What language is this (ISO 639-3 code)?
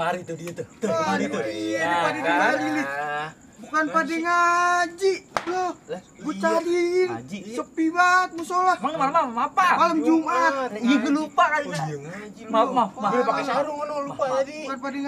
bew